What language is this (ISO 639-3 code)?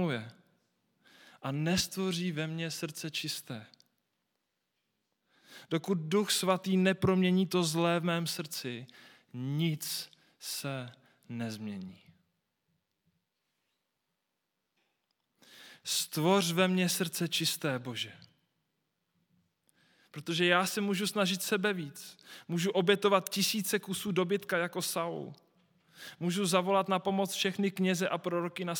ces